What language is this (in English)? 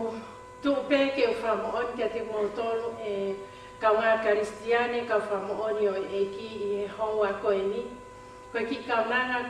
Tongan